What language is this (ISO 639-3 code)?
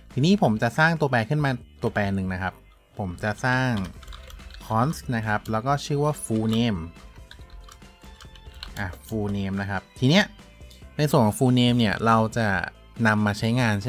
tha